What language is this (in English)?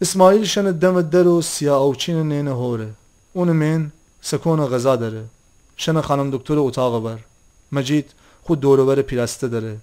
Gilaki